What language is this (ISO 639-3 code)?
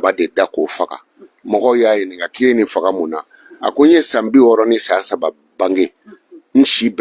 bam